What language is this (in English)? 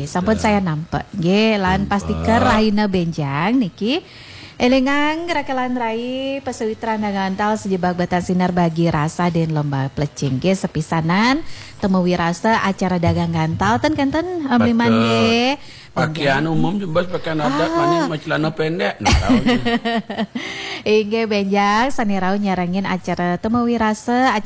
Balinese